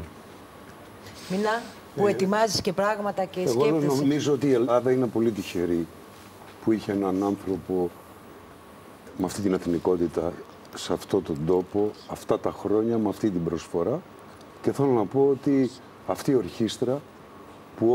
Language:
Greek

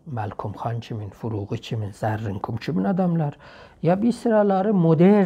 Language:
South Azerbaijani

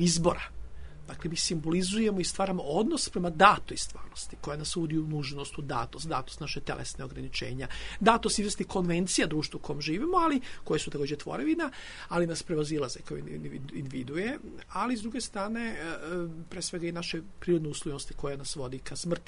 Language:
Serbian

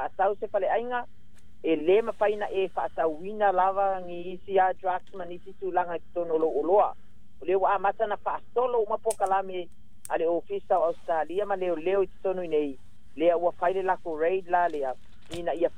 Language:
Samoan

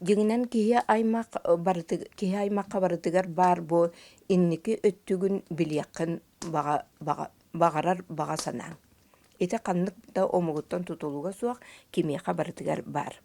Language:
Yakut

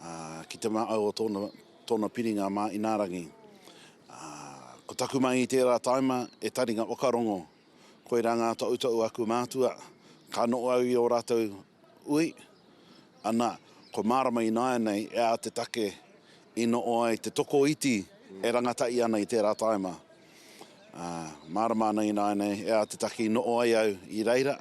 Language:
Māori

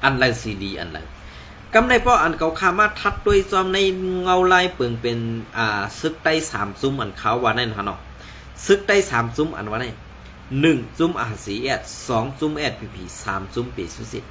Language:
Shan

